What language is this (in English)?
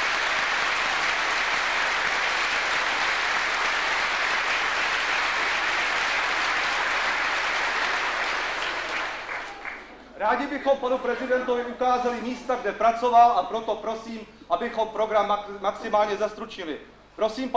Czech